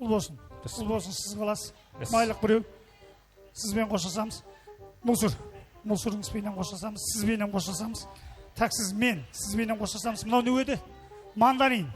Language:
Kara-Kalpak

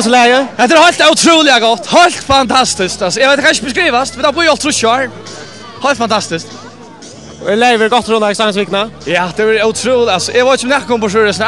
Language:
Faroese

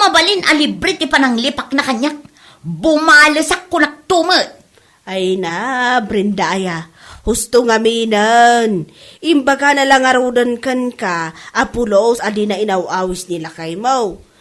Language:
Iloko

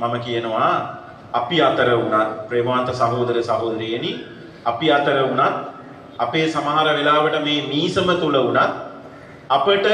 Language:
Sinhala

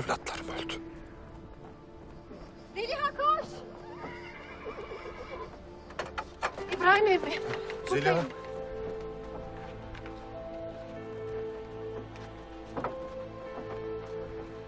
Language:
Turkish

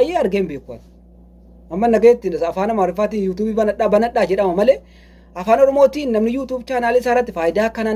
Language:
Oromo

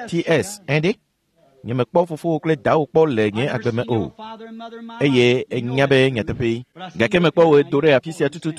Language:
Ewe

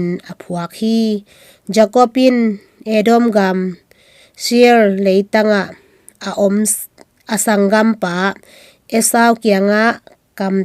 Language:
Tedim Chin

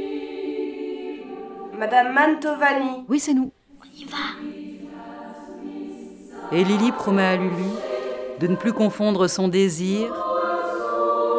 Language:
French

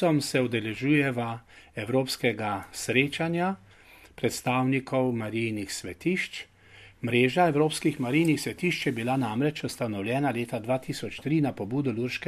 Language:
Slovenian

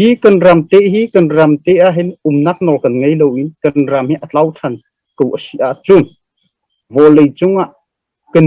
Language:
Hakha Chin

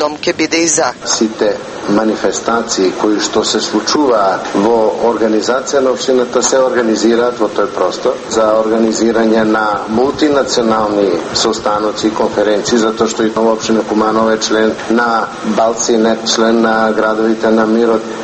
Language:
Macedonian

